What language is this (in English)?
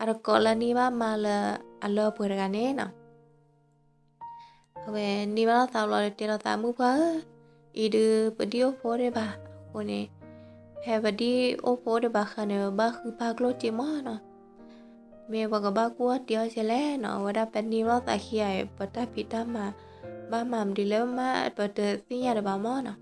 S'gaw Karen